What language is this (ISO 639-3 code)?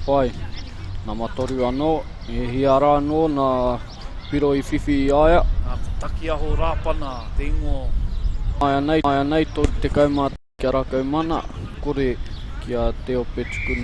mri